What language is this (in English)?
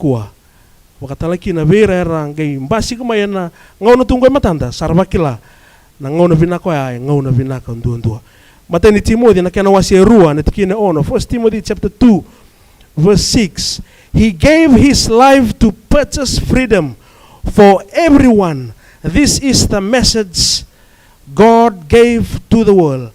Fijian